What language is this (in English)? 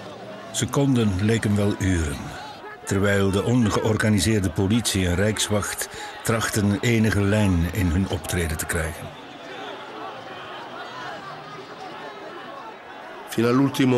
Dutch